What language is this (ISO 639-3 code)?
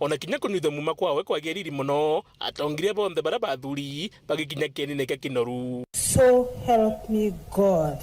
mer